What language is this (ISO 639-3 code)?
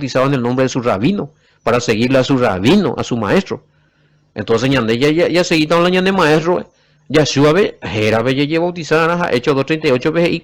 grn